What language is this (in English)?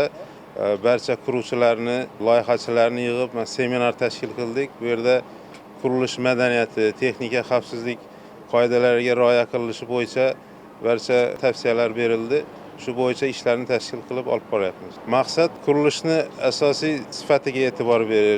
Uzbek